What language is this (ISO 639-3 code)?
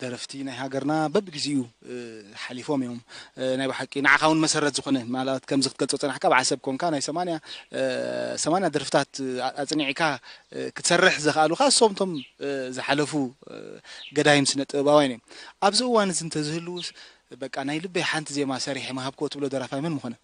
tir